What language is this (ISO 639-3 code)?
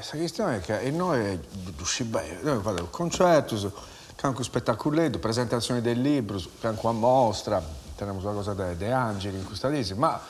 srd